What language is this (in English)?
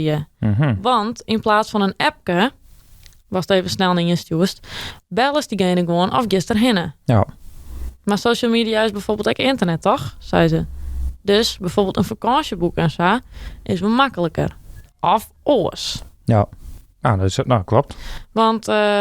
Western Frisian